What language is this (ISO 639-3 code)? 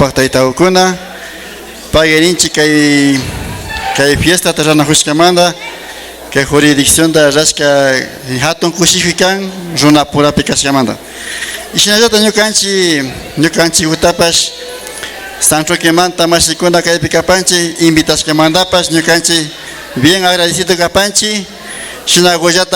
qvi